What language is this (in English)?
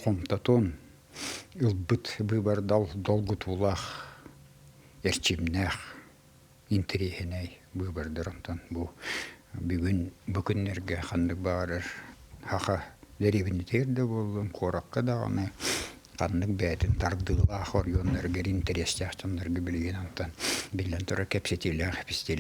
Yakut